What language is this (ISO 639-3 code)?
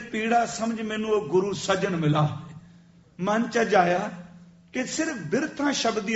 pan